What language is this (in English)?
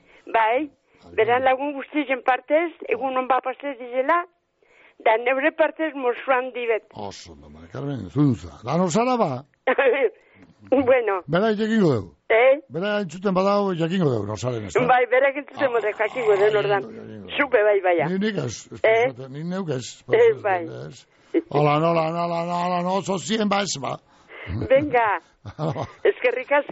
Basque